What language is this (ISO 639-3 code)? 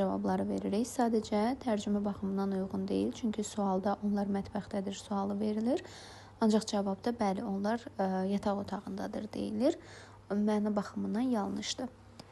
aze